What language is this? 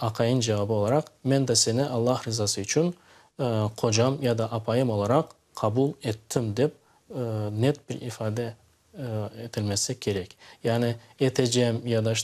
Crimean Tatar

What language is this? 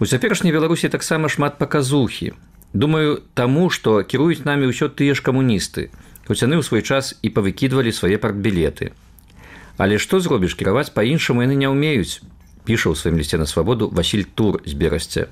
Belarusian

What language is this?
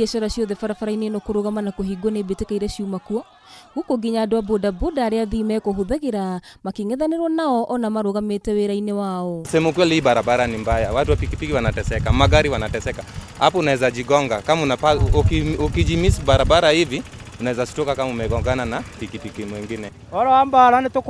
Kikuyu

